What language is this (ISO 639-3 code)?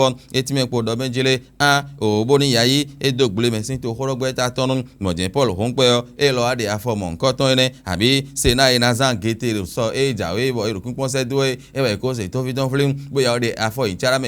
fon